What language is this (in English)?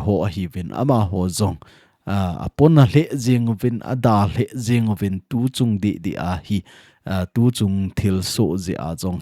Thado Chin